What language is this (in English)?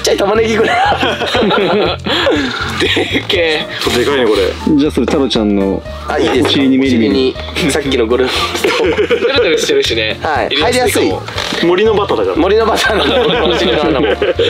Japanese